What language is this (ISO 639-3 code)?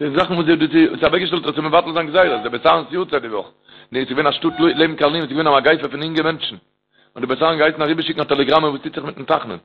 yid